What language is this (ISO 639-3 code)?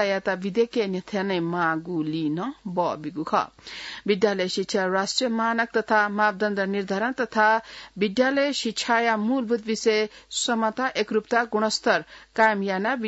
new